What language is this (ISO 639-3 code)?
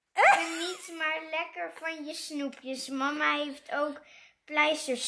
nld